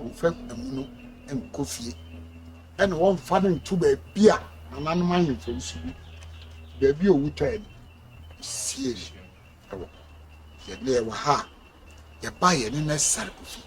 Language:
Akan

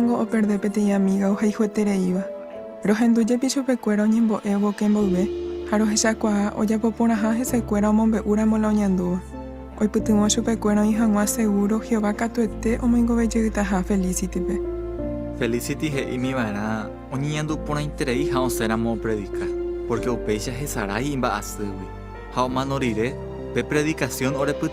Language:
Guarani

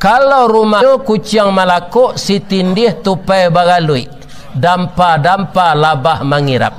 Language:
Minangkabau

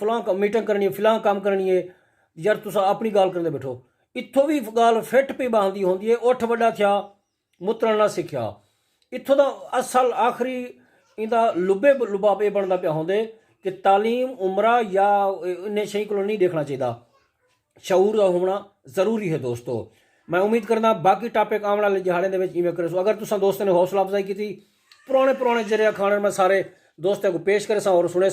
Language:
Saraiki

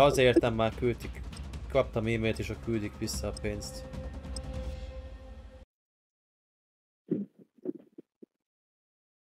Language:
Hungarian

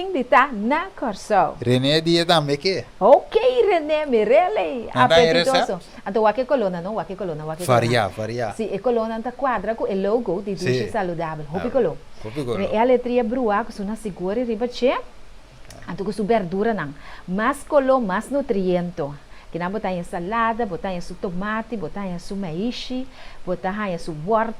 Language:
Papiamento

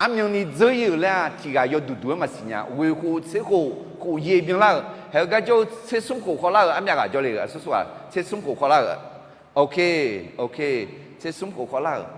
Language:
Akha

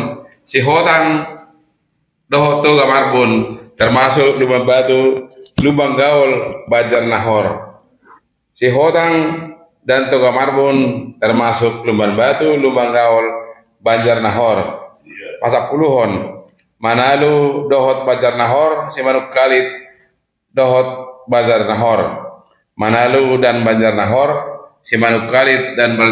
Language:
Batak Toba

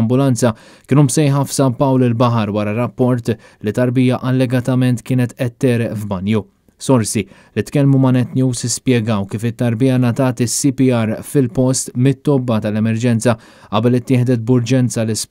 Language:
Maltese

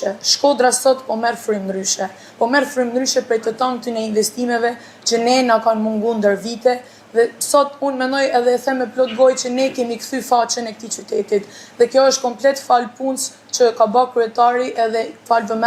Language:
Albanian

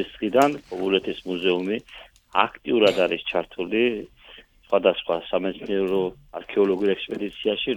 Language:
Georgian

